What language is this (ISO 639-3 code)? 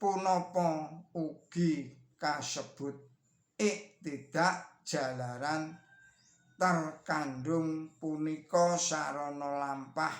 jav